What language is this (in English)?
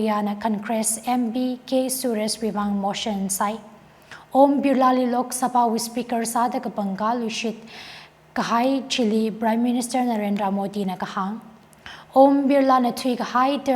Tangkhul Naga (India)